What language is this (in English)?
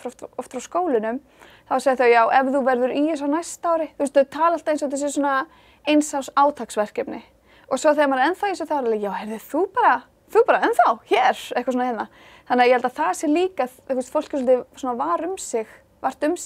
Icelandic